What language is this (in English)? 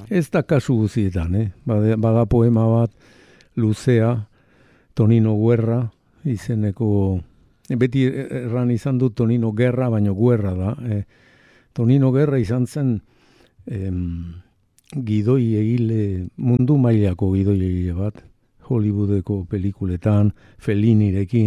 Basque